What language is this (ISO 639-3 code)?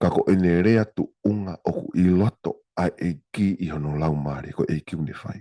ton